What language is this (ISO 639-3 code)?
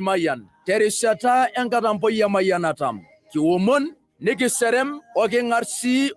mas